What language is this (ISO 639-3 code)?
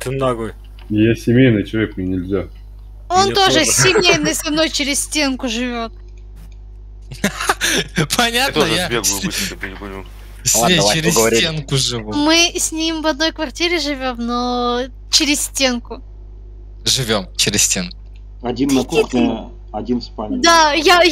rus